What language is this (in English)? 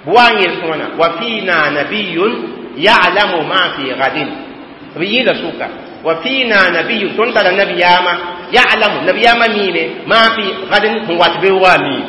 Mossi